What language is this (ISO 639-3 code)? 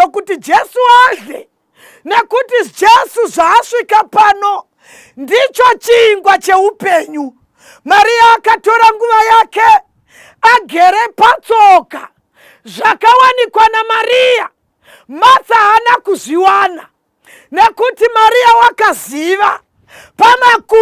sna